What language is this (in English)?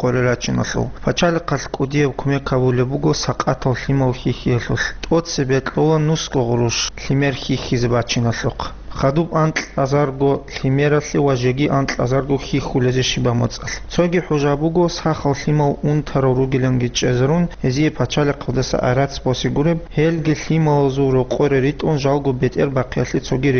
Avaric